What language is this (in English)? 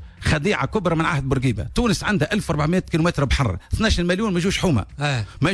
Tunisian Arabic